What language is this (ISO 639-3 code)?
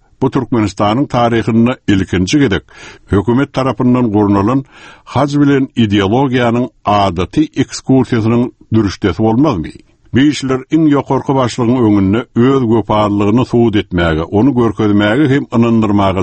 kir